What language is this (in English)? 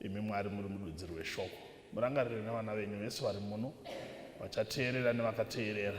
Shona